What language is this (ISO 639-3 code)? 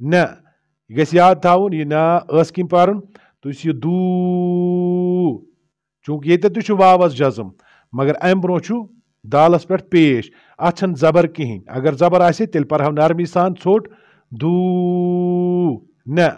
kas